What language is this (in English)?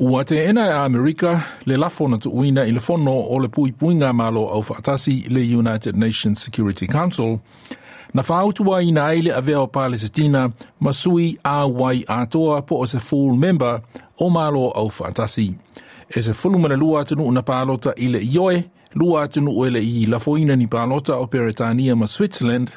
Samoan